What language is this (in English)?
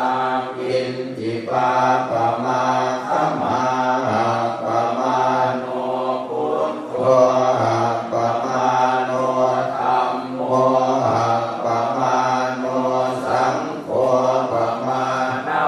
Pali